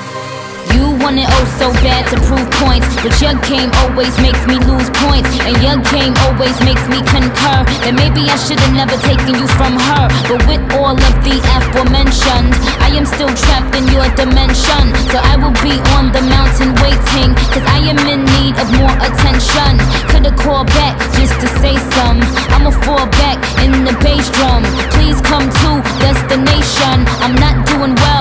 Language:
English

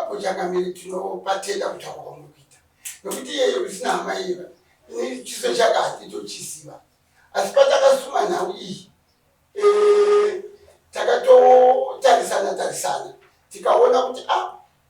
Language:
Shona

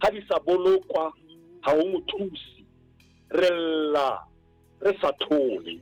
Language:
Southern Sotho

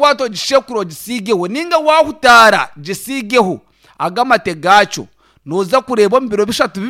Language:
Nyankole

